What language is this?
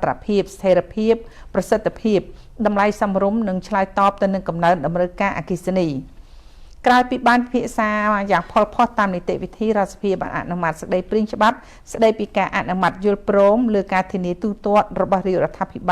Khmer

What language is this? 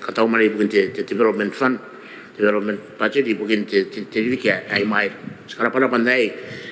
Gilbertese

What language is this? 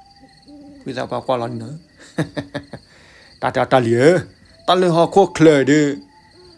S'gaw Karen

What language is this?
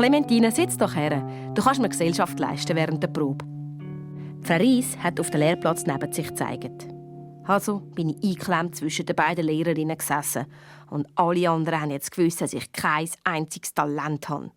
Swiss German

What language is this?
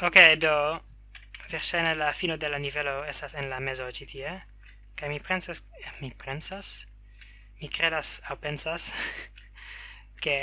Esperanto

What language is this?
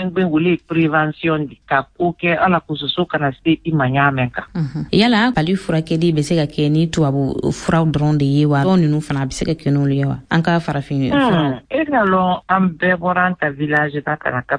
Bambara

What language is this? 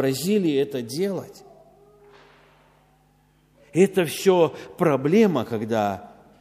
Russian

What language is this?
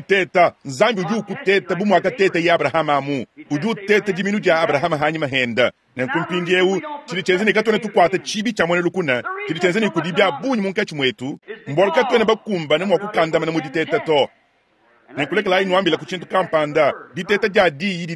Luba-Lulua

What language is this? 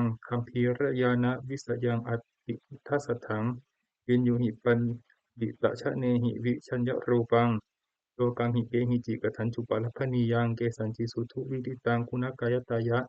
Pali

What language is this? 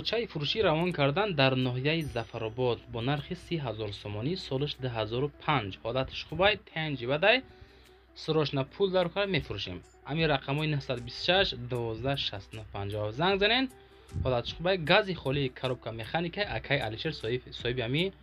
Tajik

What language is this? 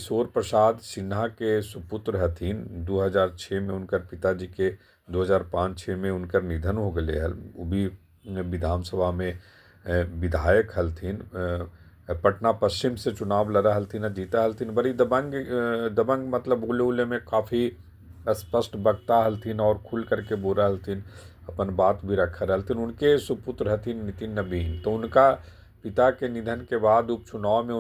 Magahi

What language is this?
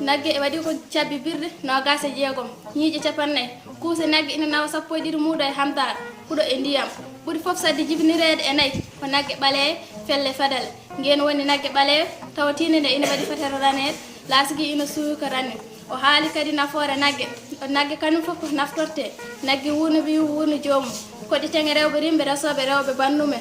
Fula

